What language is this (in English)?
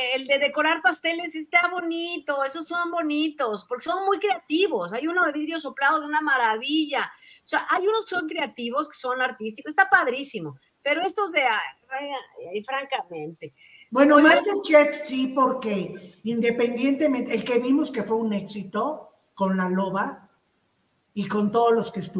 Spanish